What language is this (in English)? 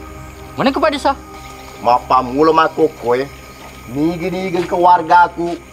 Buginese